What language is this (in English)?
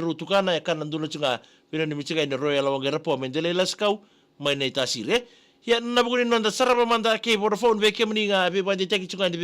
Fijian